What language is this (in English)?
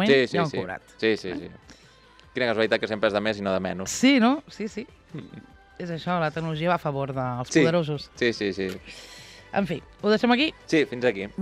Catalan